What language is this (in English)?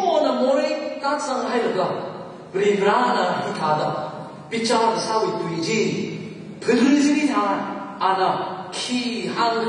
Tangkhul Naga (India)